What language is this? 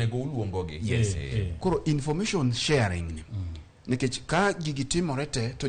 Luo (Kenya and Tanzania)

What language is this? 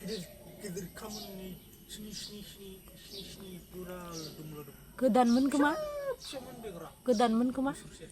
Bodo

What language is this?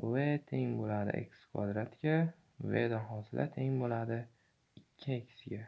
Uzbek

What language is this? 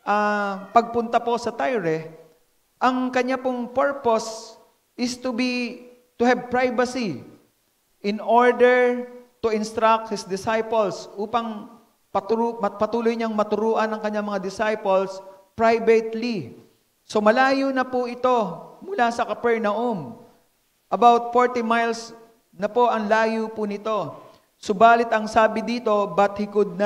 Filipino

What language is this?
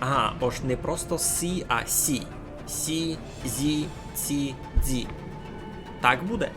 Rusyn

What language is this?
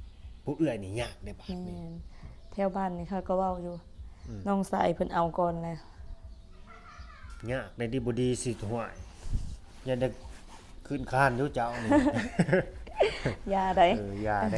Lao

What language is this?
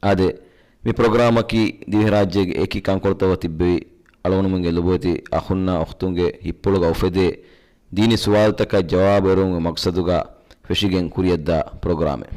Divehi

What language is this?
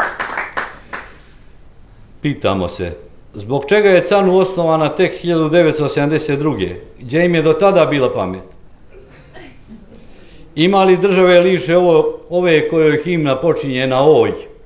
Bosnian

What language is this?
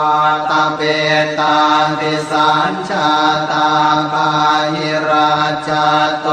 Pali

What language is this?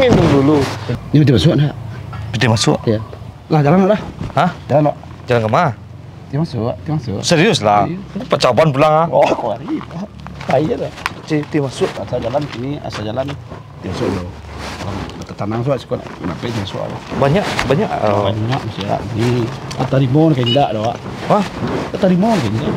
Minangkabau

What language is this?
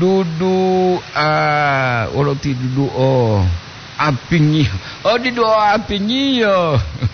Gorontalo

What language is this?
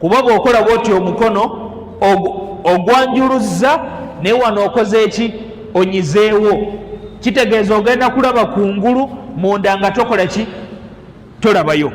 Ganda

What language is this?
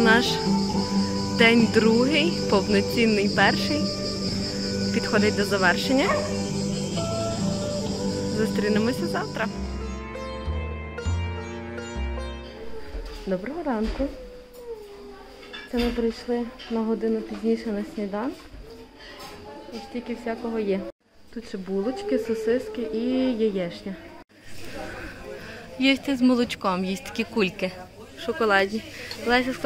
Ukrainian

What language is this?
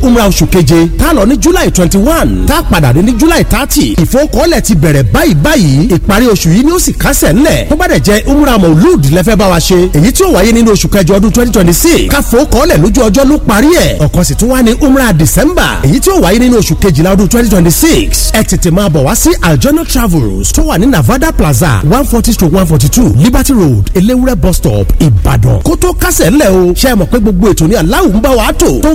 Yoruba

